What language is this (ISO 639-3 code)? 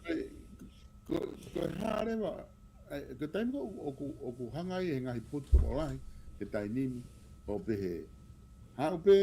ton